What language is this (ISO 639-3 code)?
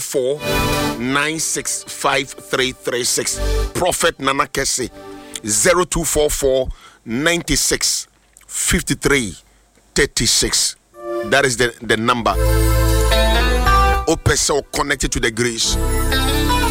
aka